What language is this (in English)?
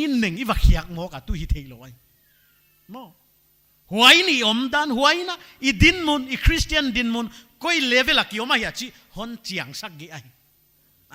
Paite Chin